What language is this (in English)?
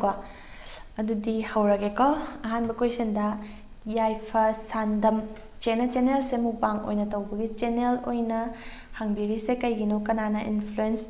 Manipuri